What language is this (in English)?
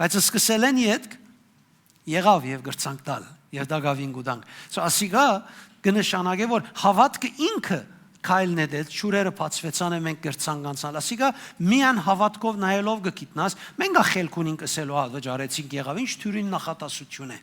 Western Armenian